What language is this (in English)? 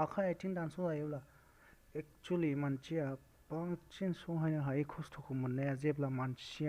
Bodo